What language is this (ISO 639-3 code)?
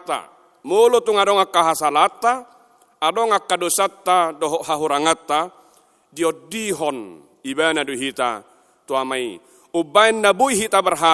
bbc